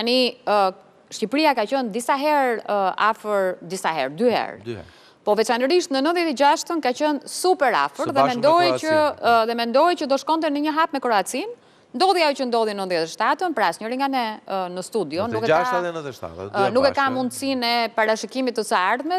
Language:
Albanian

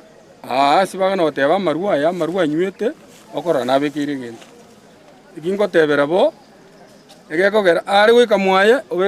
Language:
Gusii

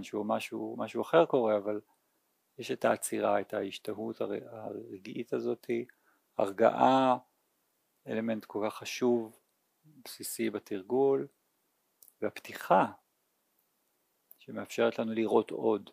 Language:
Hebrew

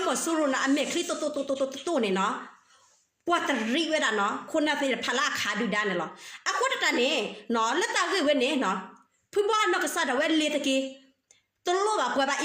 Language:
S'gaw Karen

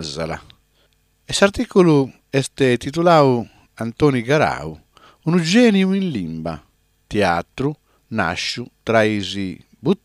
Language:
Sardinian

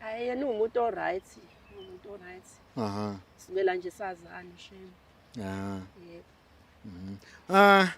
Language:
Zulu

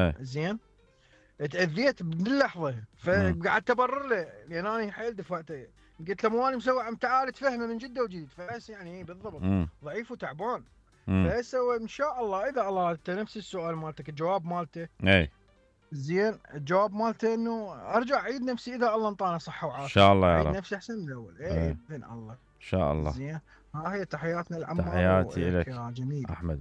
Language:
Mesopotamian Arabic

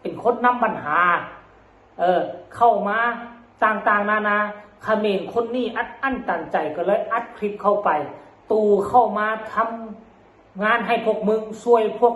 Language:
Lao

